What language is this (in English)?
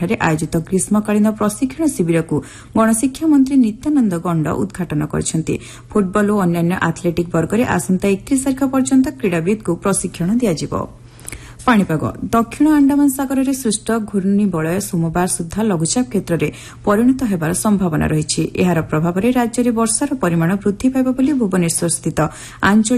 Odia